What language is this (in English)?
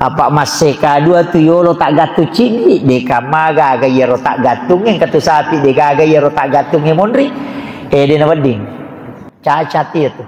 Buginese